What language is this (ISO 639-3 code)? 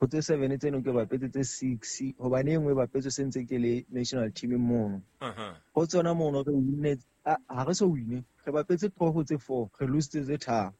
sot